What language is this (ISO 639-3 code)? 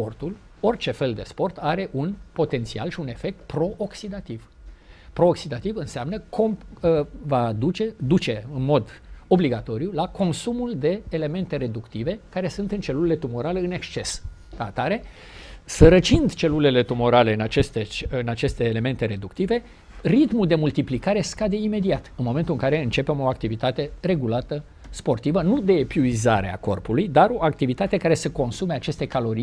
ron